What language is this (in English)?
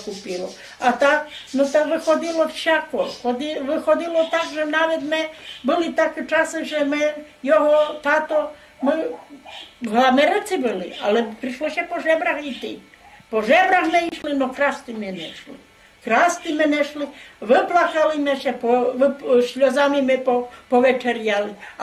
Rusyn